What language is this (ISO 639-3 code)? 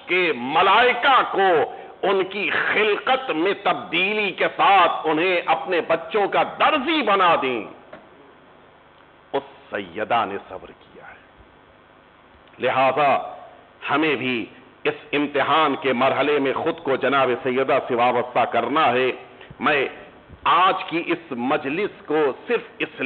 urd